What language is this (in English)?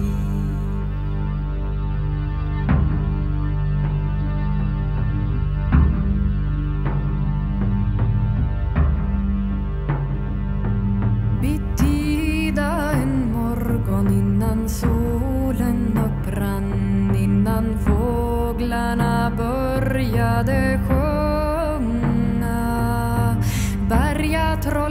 Swedish